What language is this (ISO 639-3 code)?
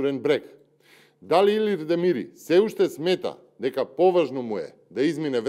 mkd